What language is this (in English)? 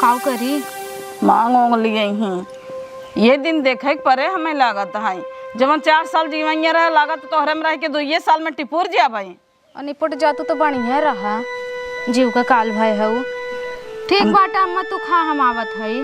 Awadhi